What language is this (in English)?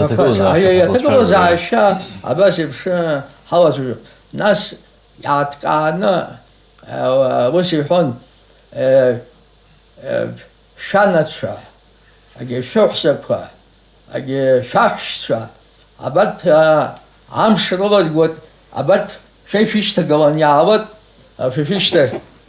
Abkhazian